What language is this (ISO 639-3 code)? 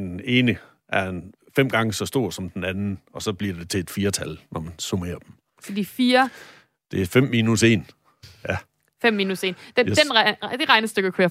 dan